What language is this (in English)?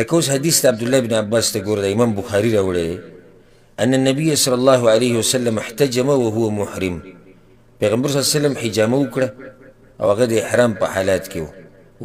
Pashto